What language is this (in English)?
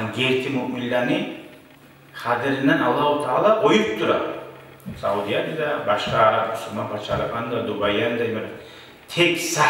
Kumyk